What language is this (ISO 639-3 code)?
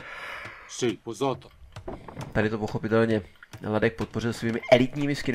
ces